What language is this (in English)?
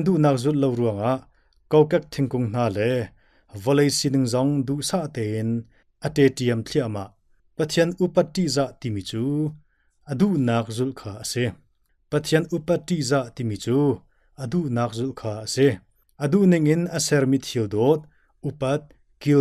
Hakha Chin